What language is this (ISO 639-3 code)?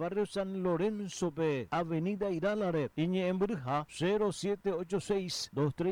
grn